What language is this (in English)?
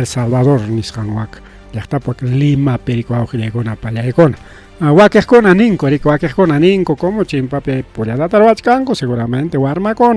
Ayacucho Quechua